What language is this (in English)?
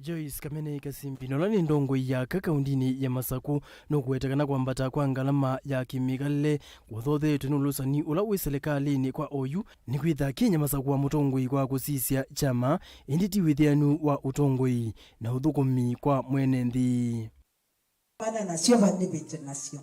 Kamba